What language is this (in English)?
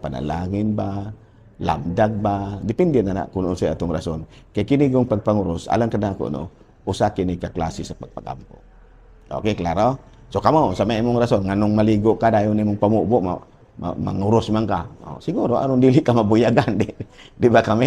Cebuano